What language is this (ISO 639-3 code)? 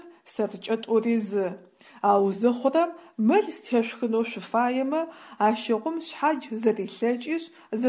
ady